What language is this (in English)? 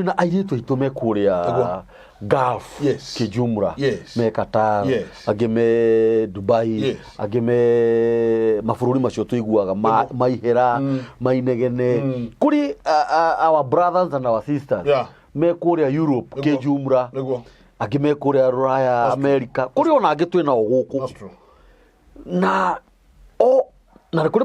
Kikuyu